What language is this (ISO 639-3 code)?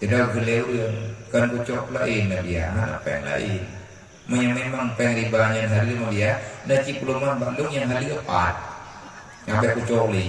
ace